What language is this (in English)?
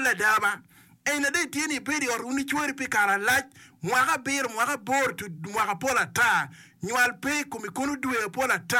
Acoli